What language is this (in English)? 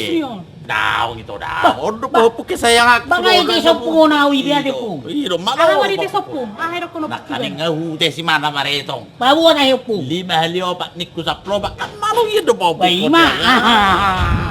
Batak Toba